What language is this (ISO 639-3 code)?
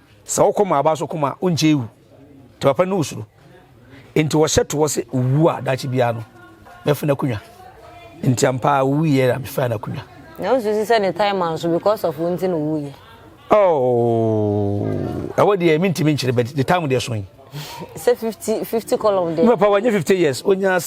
aka